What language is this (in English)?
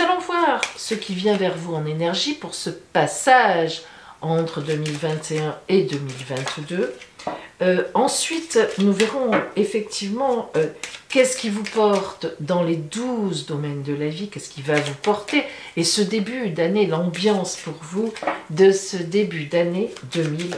French